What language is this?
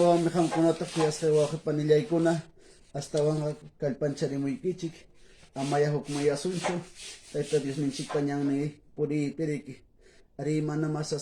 Quechua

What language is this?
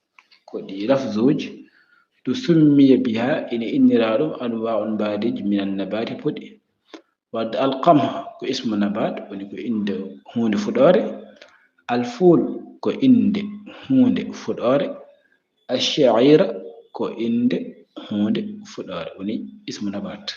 Fula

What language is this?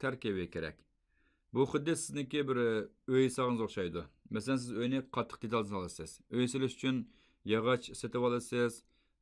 Uyghur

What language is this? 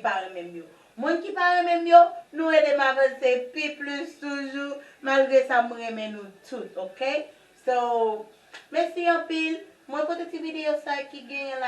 Haitian Creole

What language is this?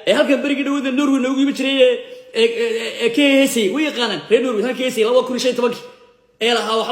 Somali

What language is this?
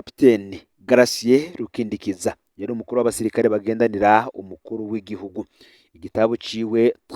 Rundi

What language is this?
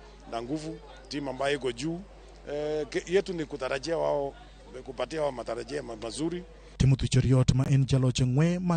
Luo (Kenya and Tanzania)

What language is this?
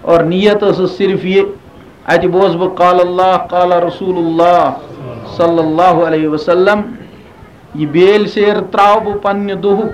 Kashmiri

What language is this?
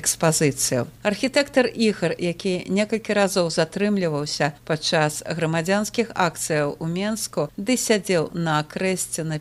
Belarusian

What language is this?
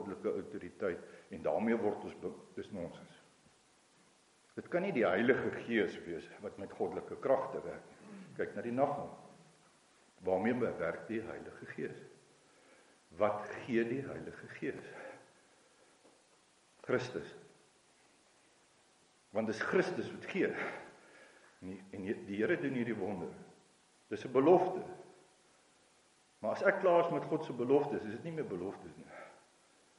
Afrikaans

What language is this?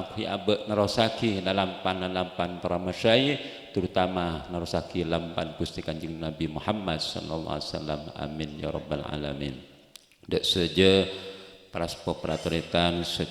Madurese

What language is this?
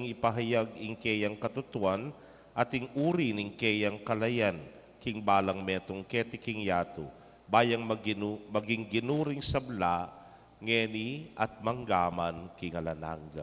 Pampanga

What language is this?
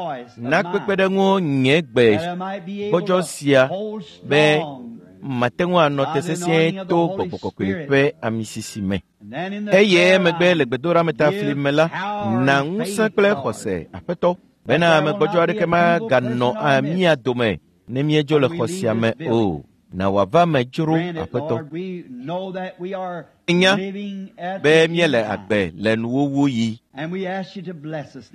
Ewe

